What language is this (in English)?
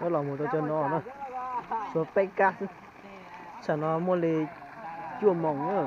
Hmong